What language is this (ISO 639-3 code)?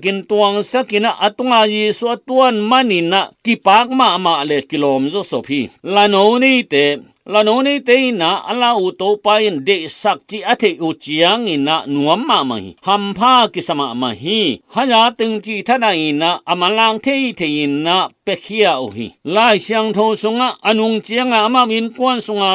ctd